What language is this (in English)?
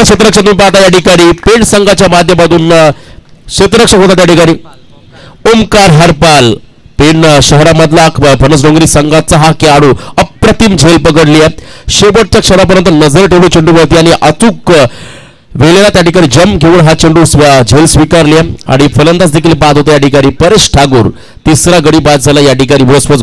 Marathi